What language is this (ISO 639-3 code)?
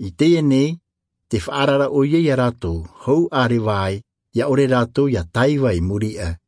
tah